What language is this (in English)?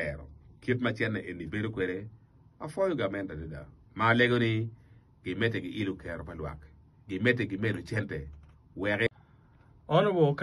Acoli